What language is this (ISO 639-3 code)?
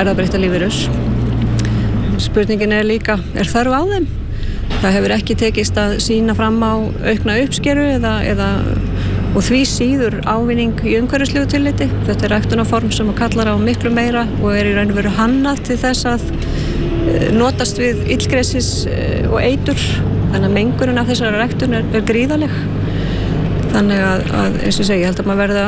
isl